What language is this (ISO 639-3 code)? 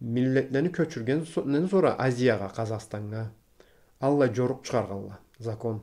krc